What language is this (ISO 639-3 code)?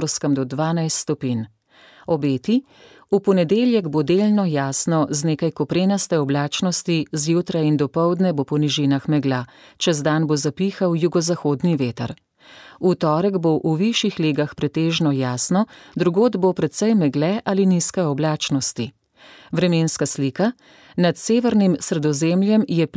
slv